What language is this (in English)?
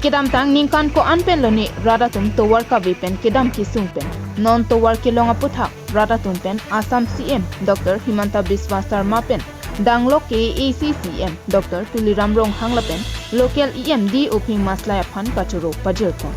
Karbi